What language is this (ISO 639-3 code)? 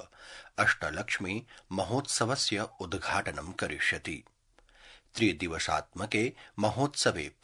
san